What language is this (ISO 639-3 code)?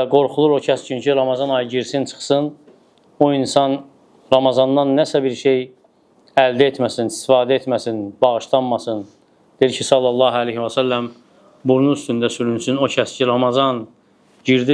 aze